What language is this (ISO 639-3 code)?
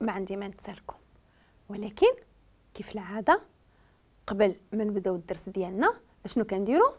ary